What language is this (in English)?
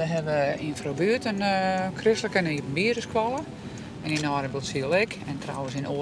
Western Frisian